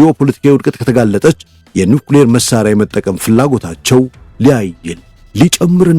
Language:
Amharic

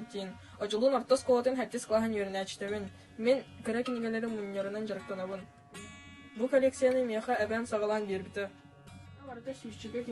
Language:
Yakut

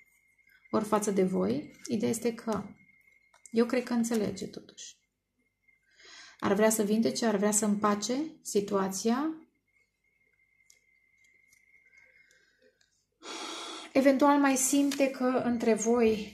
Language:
Romanian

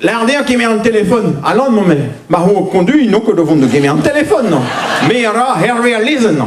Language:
Breton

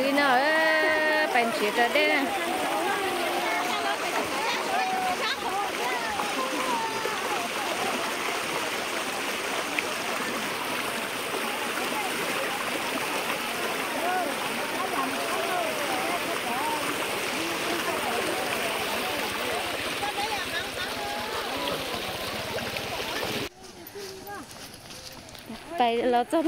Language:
Vietnamese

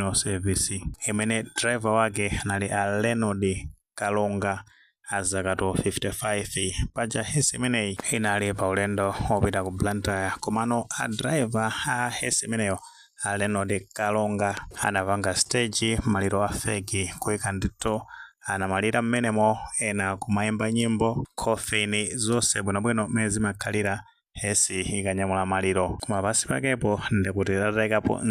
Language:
Nyanja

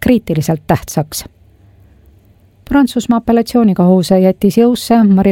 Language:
Estonian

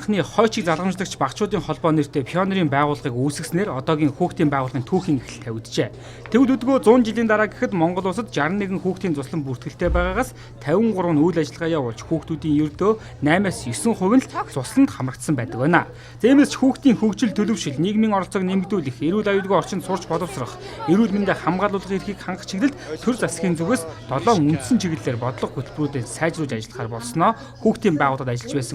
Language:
Mongolian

